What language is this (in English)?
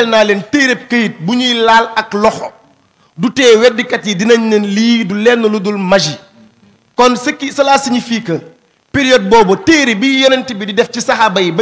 Wolof